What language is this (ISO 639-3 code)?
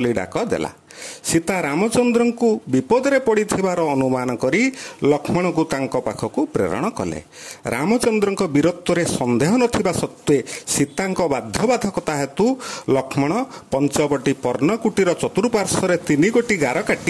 ori